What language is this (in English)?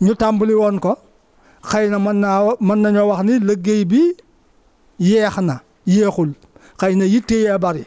Wolof